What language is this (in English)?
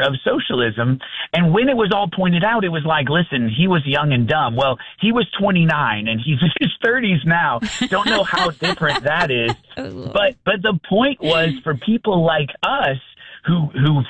English